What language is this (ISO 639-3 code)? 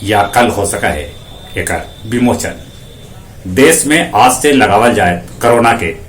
mag